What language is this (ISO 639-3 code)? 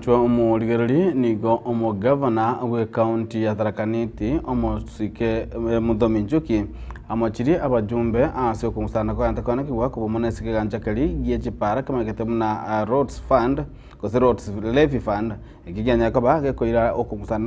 guz